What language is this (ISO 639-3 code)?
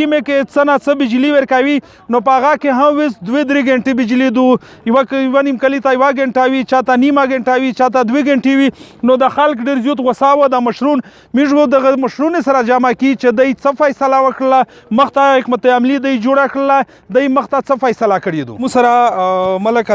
pus